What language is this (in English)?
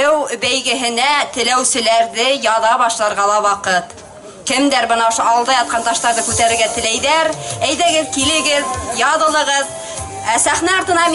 Bashkir